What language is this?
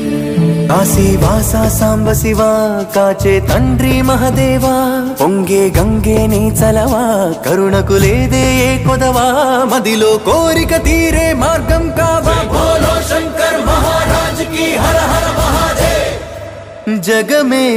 Telugu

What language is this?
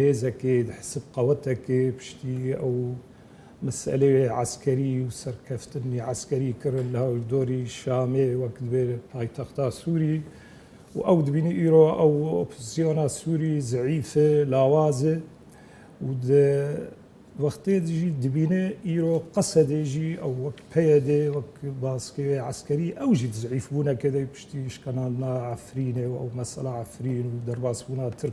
Kurdish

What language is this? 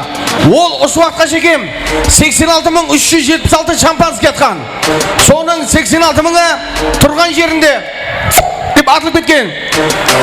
Kara-Kalpak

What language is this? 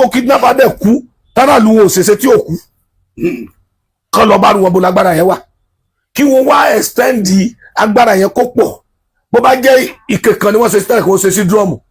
Yoruba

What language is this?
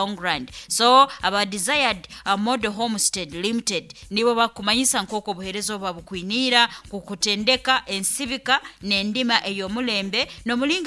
Nyoro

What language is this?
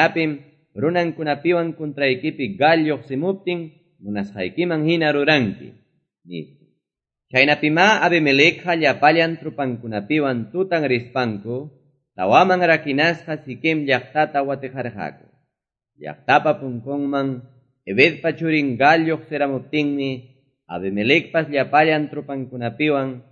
Quechua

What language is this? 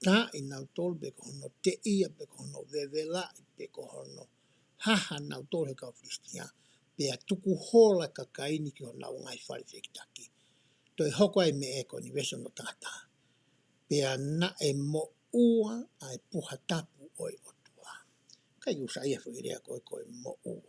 Tongan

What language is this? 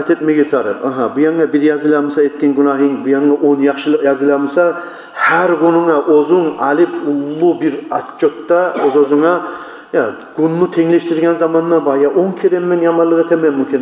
Kumyk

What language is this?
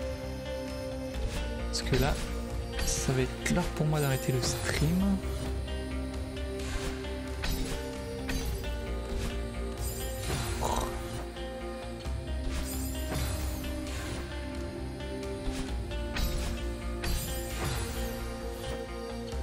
French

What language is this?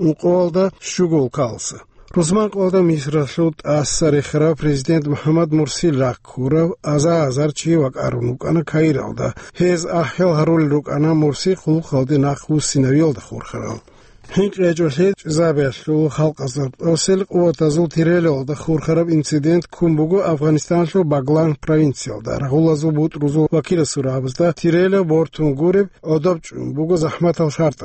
Avaric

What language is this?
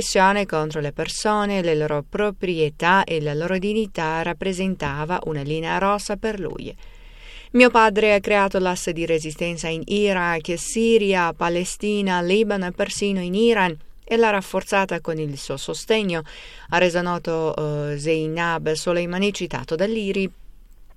Italian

